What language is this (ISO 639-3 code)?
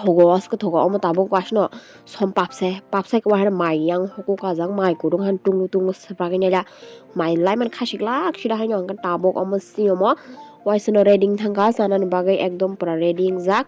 trp